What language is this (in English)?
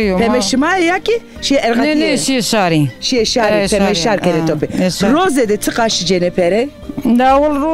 Zaza